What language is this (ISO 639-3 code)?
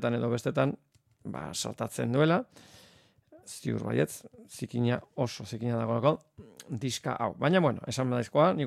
eus